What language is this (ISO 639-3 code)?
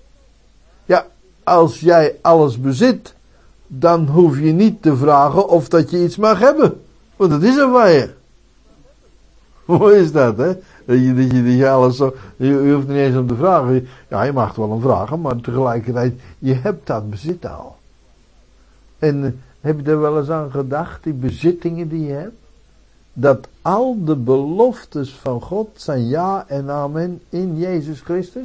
nld